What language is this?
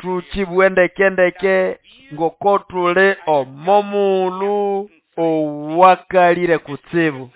Nande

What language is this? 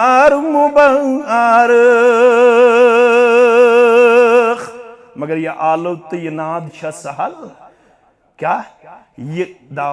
Kashmiri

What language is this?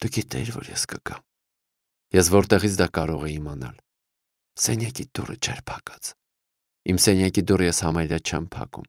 Armenian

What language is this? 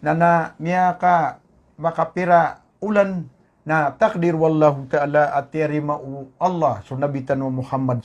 Maranao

